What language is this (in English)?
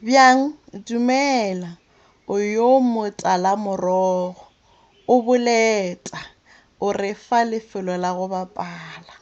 Northern Sotho